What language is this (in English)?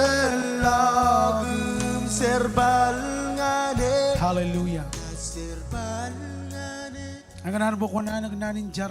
Marshallese